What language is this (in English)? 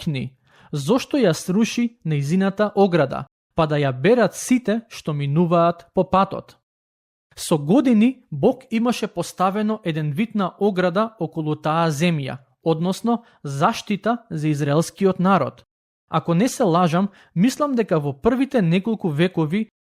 Macedonian